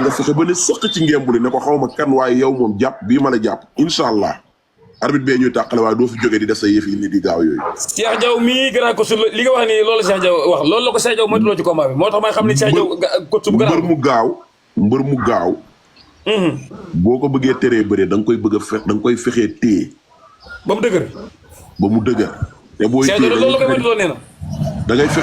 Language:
Wolof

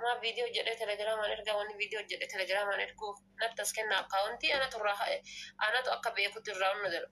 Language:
Oromo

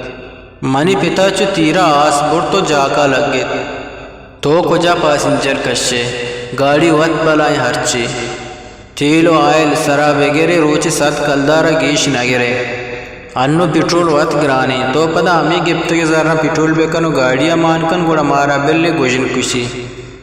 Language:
Eastern Balochi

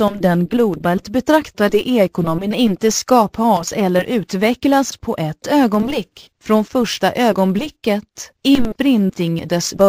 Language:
Swedish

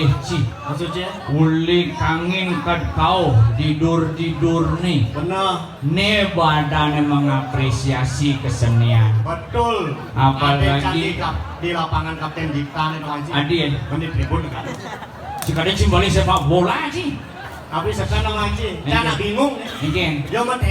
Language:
Balinese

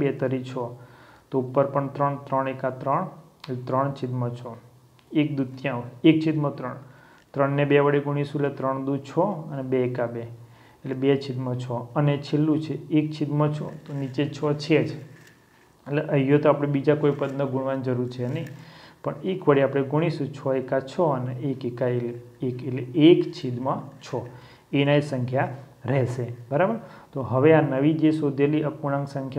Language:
Gujarati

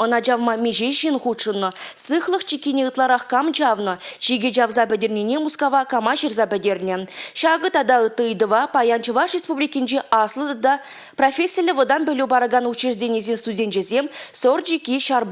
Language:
Chuvash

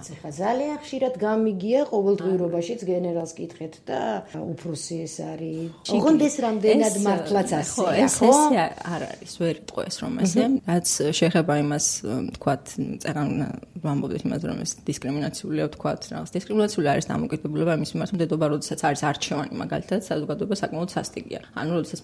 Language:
Georgian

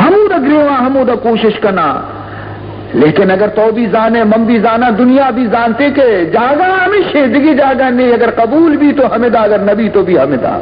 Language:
Baluchi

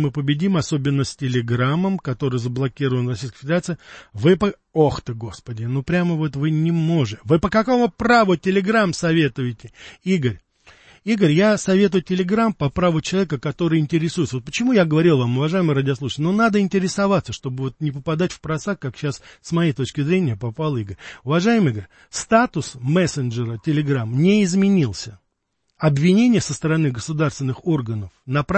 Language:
Russian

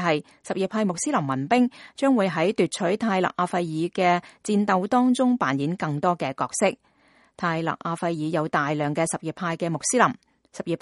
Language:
Cantonese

